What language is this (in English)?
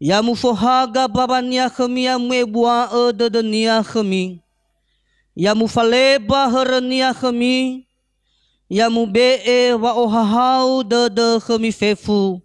Nias